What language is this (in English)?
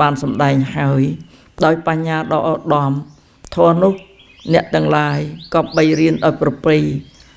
Khmer